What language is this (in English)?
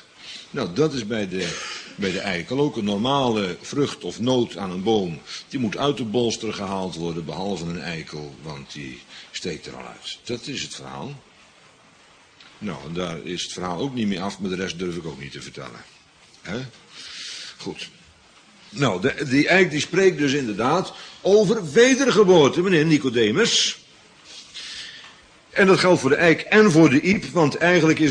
Dutch